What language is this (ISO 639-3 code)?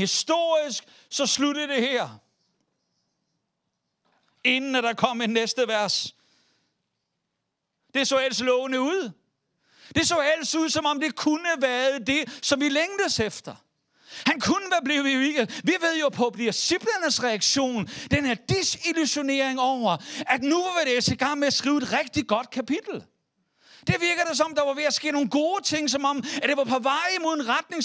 dan